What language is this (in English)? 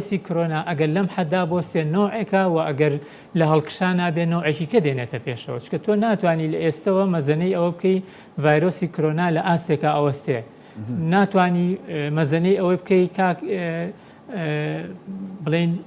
Central Kurdish